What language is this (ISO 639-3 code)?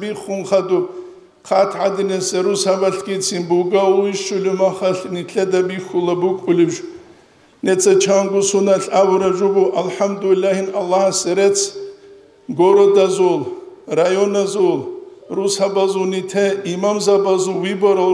ava